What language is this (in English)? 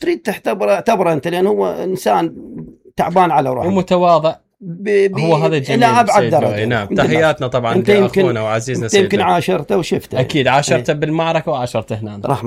Mesopotamian Arabic